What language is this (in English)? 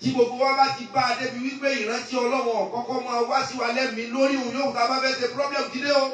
Yoruba